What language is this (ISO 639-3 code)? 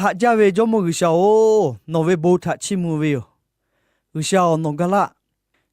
lhu